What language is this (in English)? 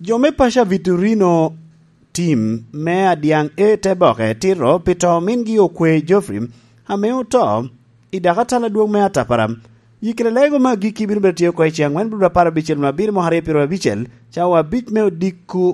Lango (Uganda)